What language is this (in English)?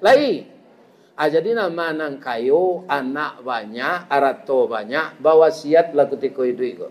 Minangkabau